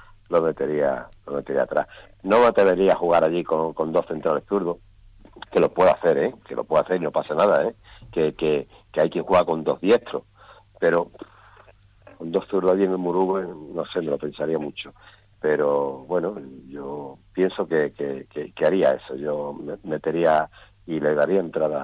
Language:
Spanish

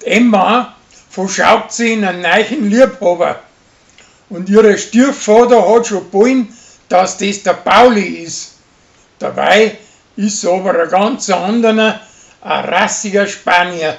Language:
Bavarian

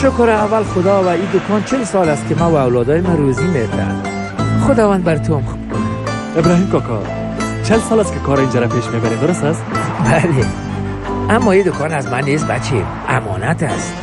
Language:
Persian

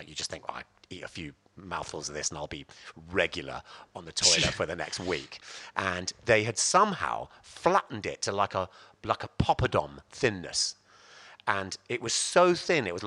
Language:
English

